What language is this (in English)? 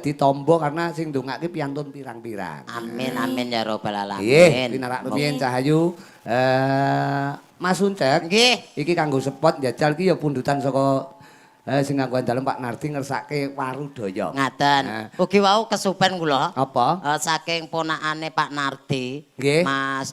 Javanese